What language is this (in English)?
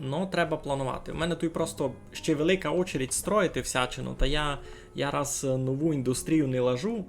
Rusyn